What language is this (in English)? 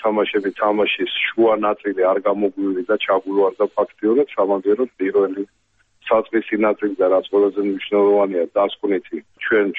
Georgian